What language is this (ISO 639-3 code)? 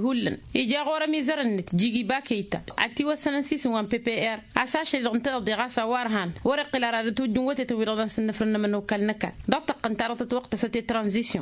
taq